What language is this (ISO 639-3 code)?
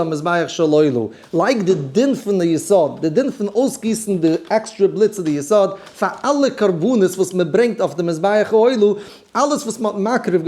yid